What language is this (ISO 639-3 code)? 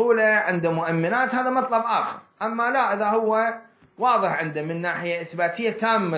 acm